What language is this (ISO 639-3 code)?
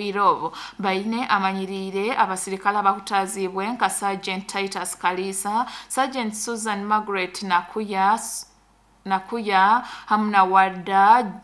nyo